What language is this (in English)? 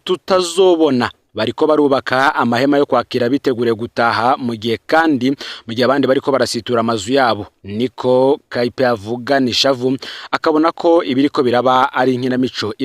Rundi